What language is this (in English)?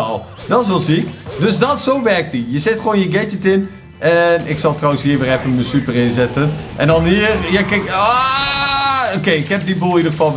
Dutch